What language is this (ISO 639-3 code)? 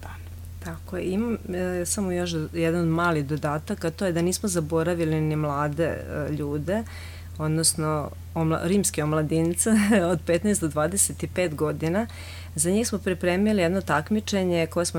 srp